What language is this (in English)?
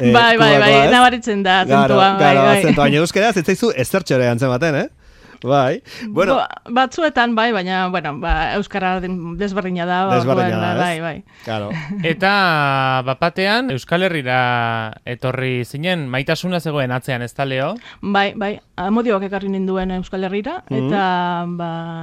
Basque